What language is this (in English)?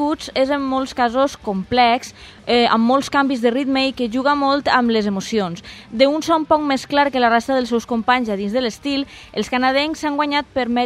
Catalan